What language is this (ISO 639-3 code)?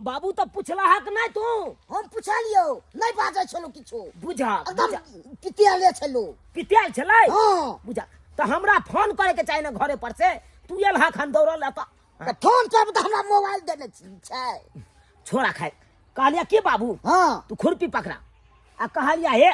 mai